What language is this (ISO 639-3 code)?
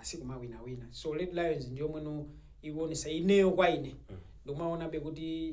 nya